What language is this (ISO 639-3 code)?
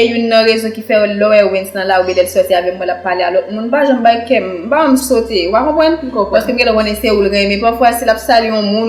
hat